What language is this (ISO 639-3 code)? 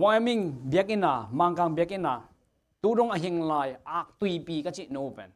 ctd